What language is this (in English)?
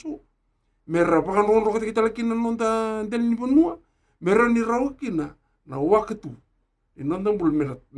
Fijian